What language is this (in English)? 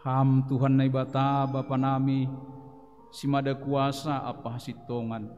Batak Simalungun